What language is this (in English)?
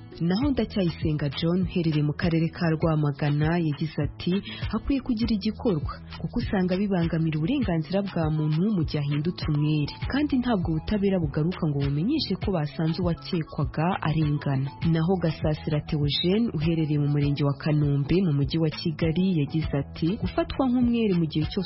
Kinyarwanda